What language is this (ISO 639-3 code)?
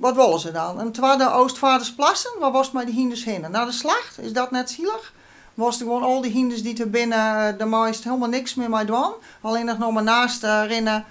fry